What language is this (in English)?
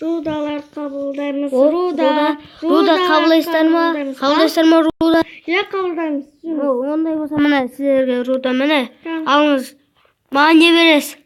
Kazakh